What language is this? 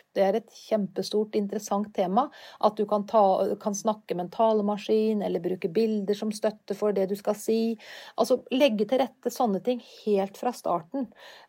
Norwegian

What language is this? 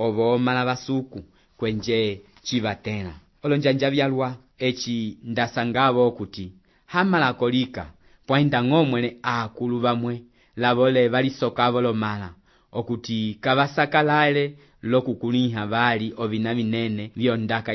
Umbundu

